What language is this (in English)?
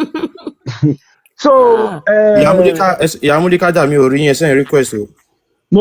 Yoruba